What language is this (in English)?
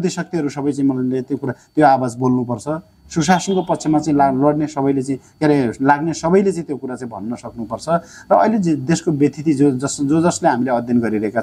Nepali